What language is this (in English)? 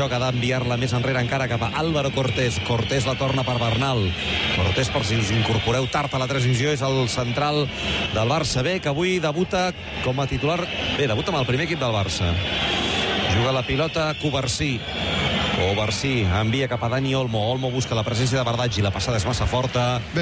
Catalan